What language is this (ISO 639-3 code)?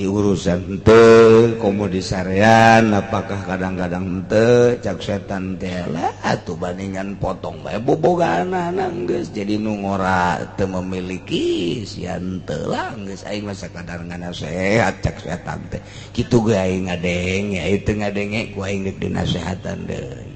sun